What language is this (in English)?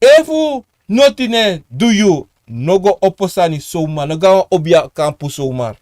Sranan Tongo